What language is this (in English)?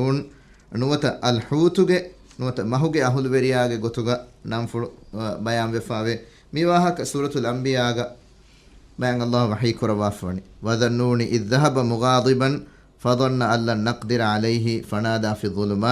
Divehi